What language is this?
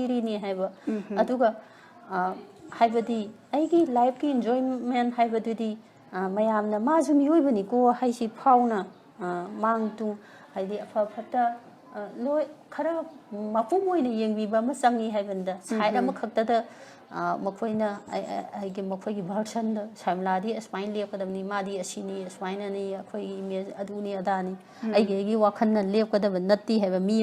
Manipuri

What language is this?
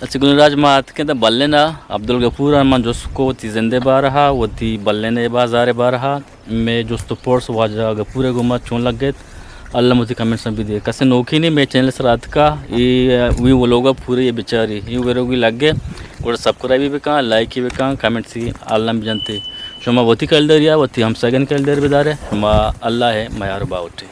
Eastern Balochi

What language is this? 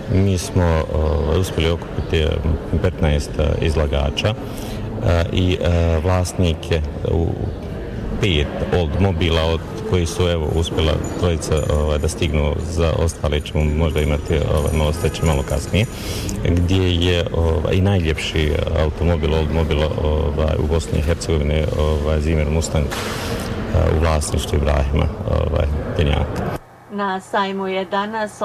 Bosnian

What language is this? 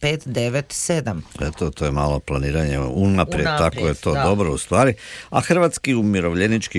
Croatian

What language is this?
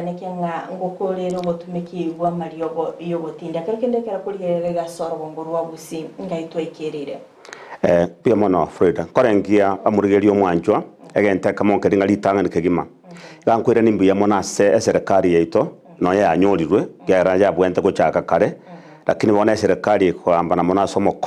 Gusii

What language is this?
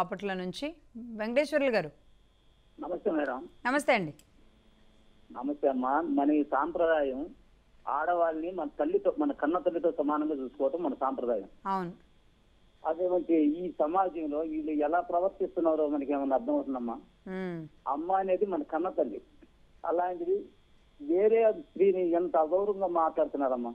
Telugu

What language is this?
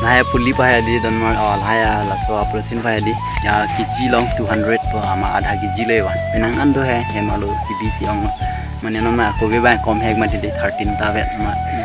Karbi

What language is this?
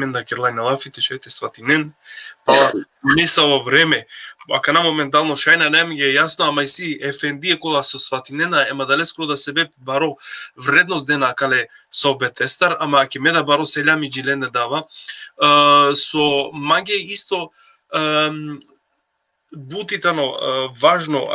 Balkan Romani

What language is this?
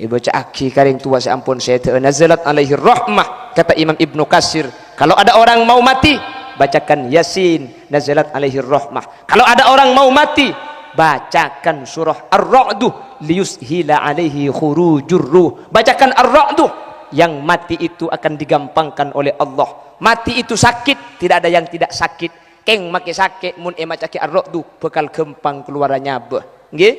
Madurese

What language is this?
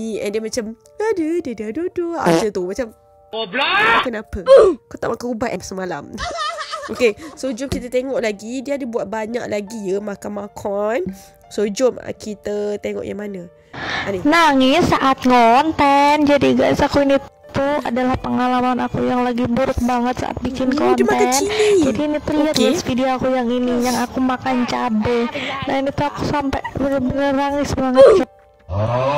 Malay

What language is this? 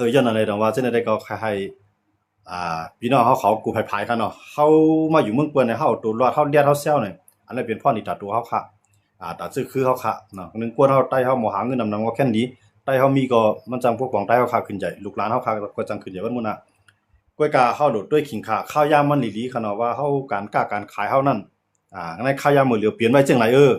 Shan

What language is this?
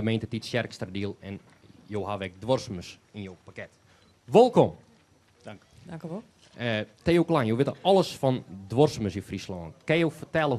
Western Frisian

